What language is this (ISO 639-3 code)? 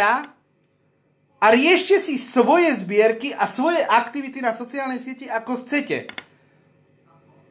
slk